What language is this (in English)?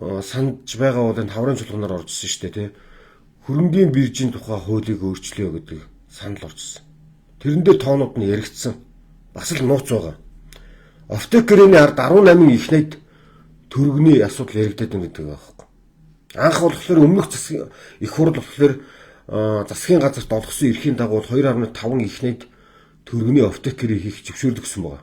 Mongolian